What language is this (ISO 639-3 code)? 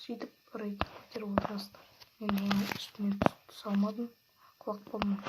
kaz